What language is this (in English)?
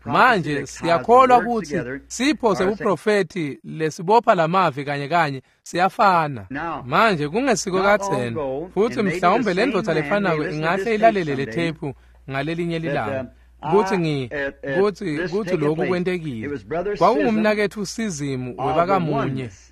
Swati